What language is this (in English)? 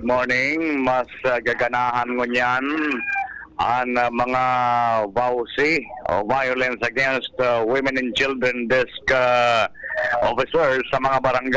Bikol